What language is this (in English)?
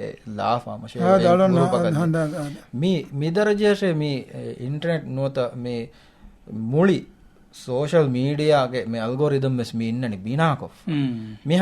Divehi